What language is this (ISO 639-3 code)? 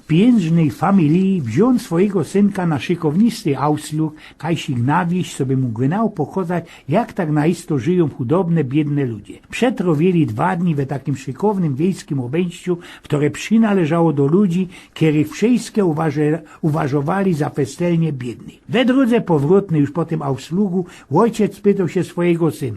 szl